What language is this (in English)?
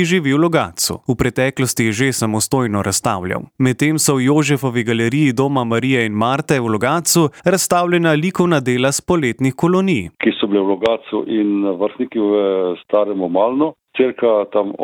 Slovenian